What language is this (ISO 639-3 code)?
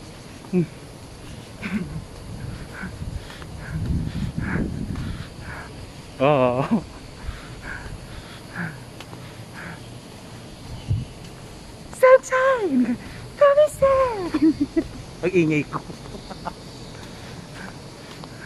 fil